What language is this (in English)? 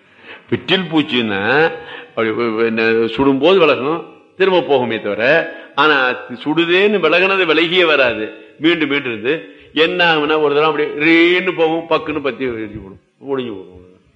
Tamil